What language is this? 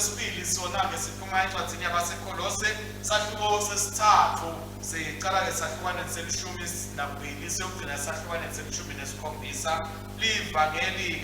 Swati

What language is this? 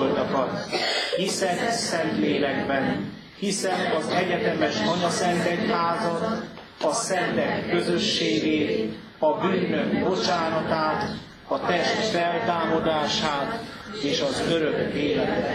Hungarian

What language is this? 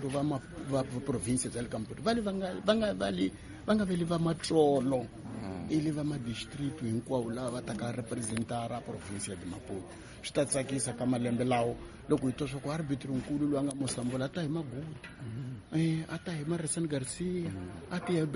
Tsonga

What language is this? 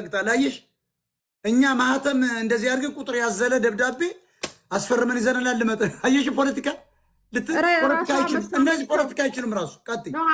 Amharic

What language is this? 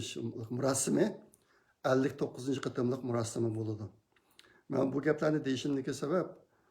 Uyghur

